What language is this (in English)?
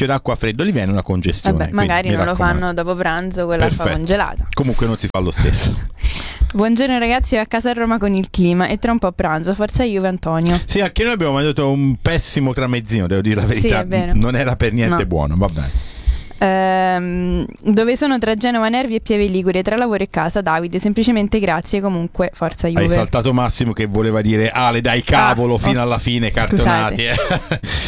Italian